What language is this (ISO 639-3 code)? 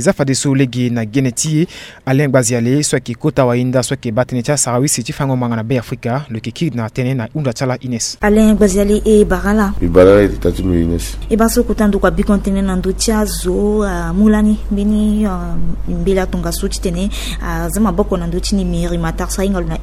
sag